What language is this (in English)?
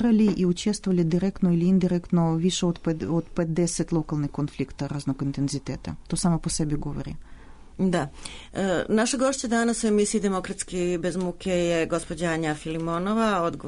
Serbian